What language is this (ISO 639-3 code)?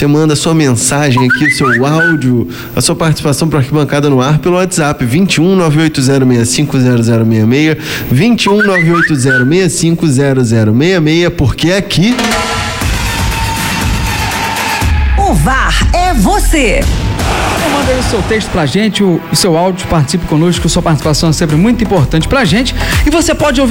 por